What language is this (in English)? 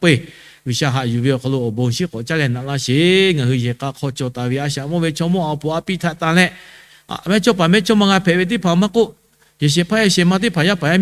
Lahu